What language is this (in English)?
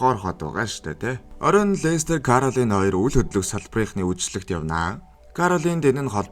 Mongolian